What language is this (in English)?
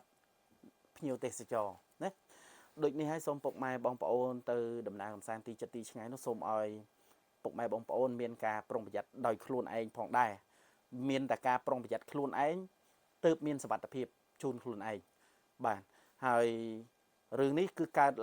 Khmer